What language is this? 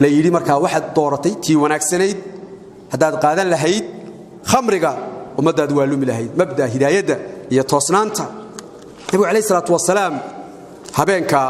Somali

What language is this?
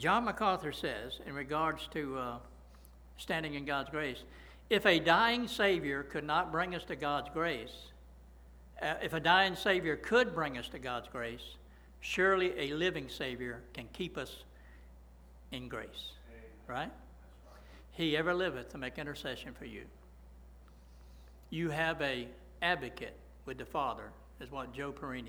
English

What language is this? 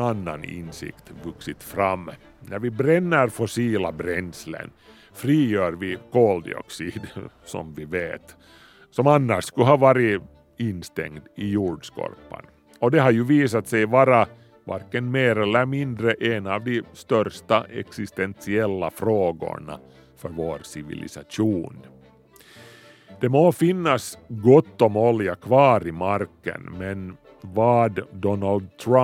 Swedish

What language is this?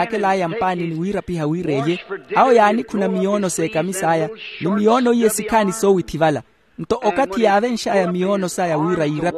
Makhuwa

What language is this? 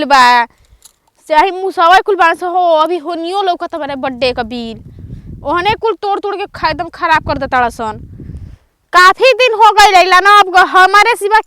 Bhojpuri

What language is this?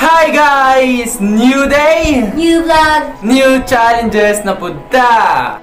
Cebuano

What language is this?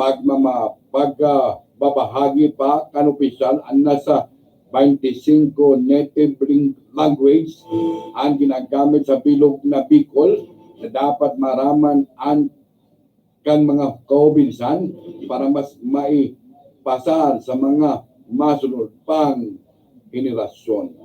Bikol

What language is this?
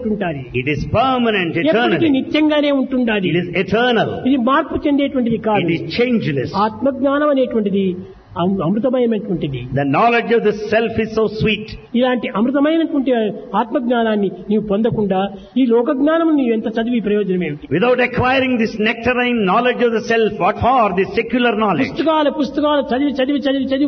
Telugu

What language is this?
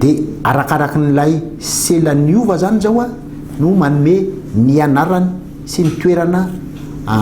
Malagasy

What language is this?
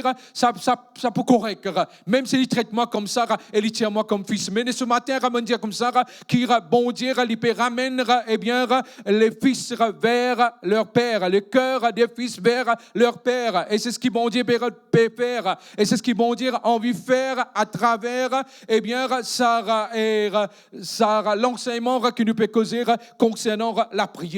Morisyen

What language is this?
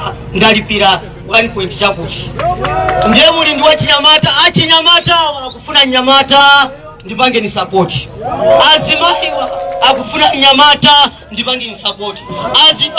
Nyanja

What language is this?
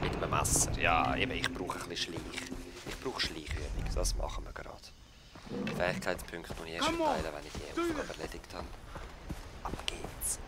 Swiss German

